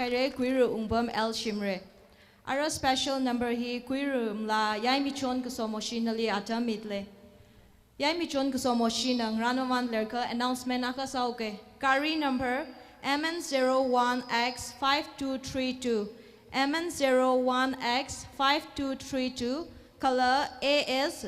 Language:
Tangkhul Naga (India)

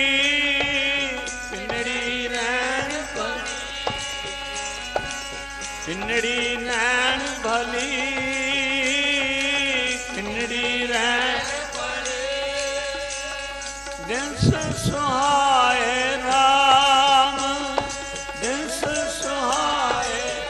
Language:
Punjabi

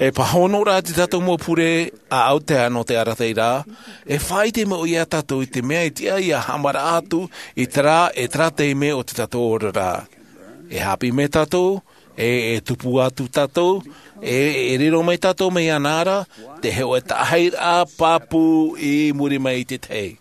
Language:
Tahitian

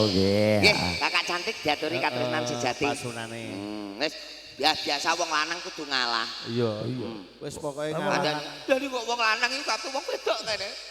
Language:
Javanese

